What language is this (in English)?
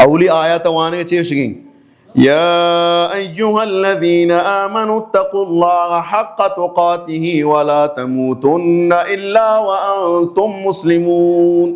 Baluchi